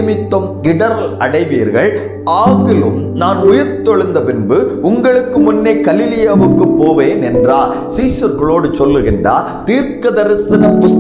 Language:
Tamil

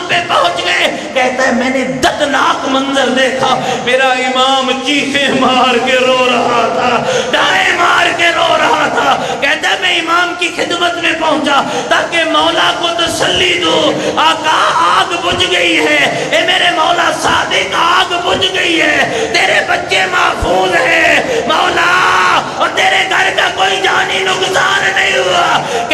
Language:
Urdu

